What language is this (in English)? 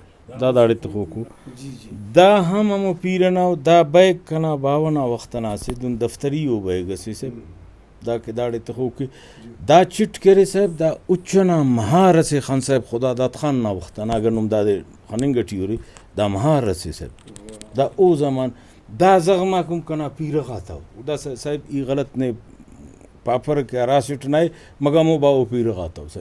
Brahui